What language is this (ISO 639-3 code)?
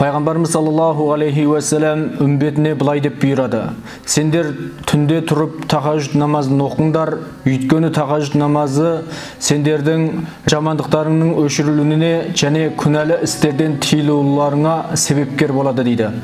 kaz